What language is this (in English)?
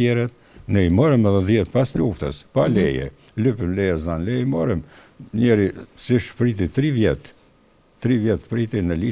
Albanian